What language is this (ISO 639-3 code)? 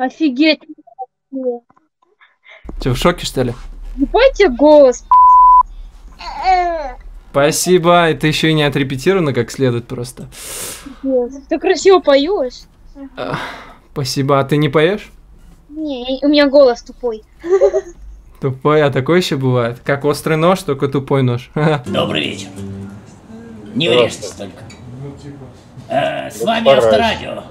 rus